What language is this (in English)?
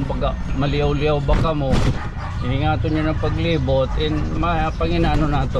Waray